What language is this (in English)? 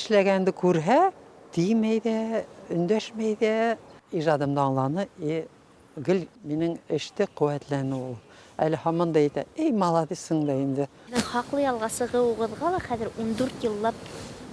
Bashkir